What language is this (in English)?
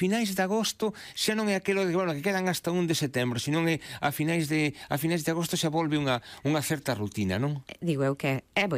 Galician